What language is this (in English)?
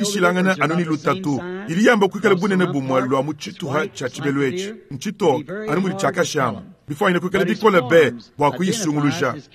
Luba-Lulua